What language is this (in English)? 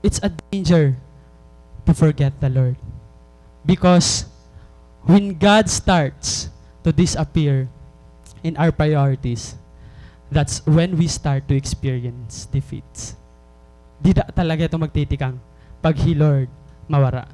Waray